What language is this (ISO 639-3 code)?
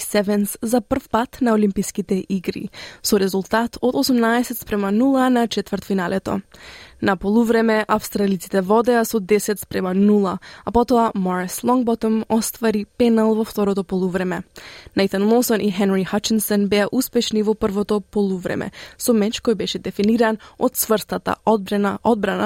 mkd